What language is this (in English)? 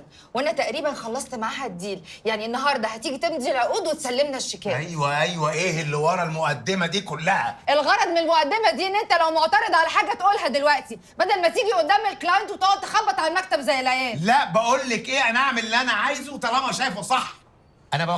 Egyptian Arabic